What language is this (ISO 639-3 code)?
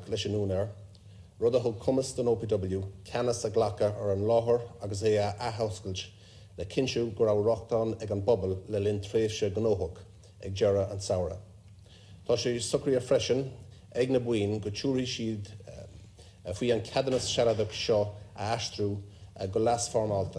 gle